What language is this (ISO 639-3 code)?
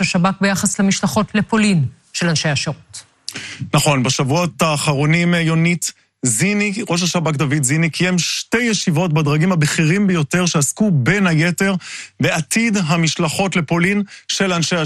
heb